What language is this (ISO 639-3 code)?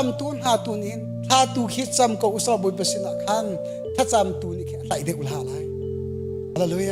cnh